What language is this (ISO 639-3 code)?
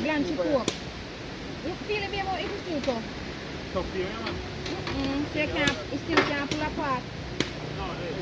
jam